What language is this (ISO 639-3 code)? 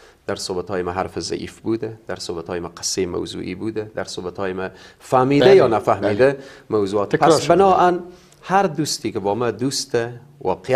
fas